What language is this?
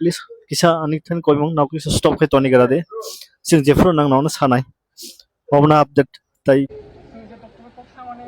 Kok Borok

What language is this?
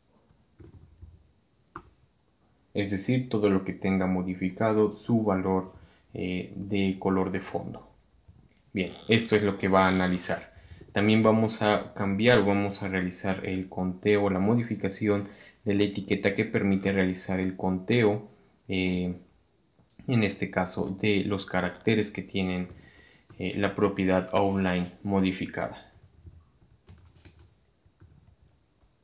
Spanish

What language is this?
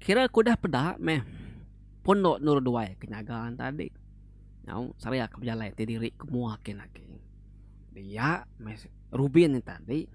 Iban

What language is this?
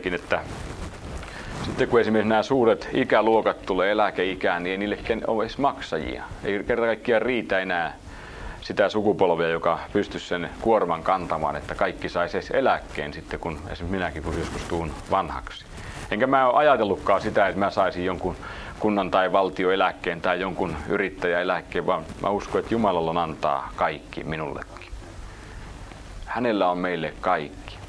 Finnish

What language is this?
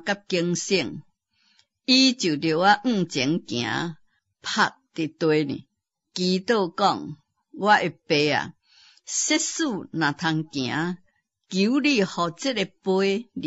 Min Nan Chinese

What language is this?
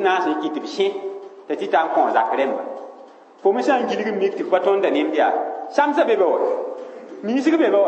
Mossi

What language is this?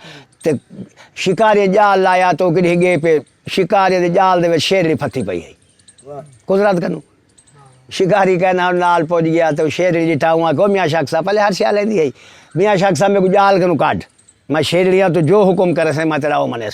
Saraiki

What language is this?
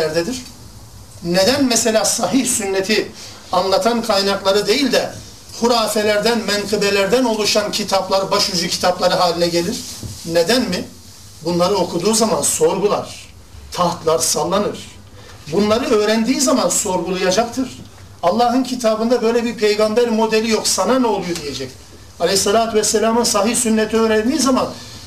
Turkish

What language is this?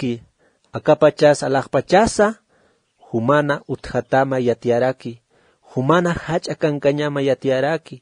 Aymara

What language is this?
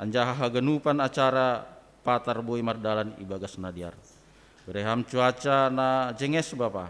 Batak Simalungun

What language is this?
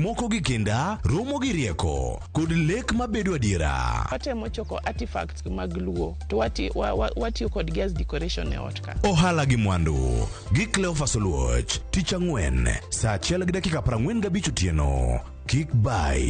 Luo (Kenya and Tanzania)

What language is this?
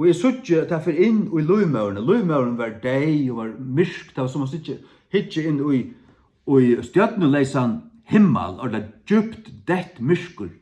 Faroese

